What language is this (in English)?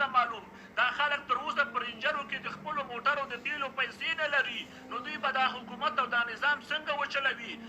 Pashto